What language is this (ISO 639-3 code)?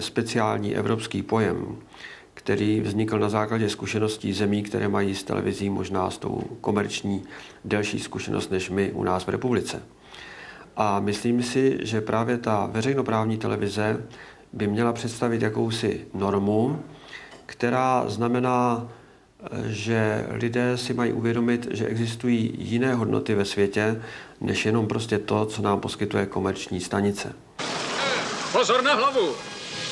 ces